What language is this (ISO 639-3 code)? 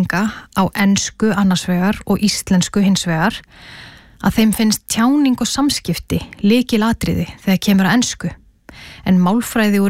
isl